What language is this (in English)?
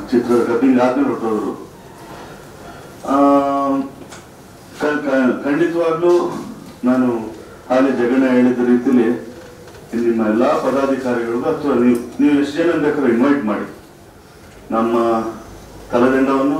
Kannada